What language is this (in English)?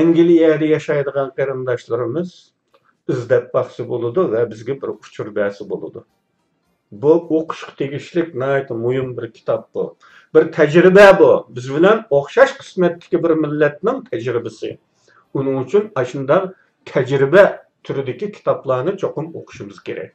Uyghur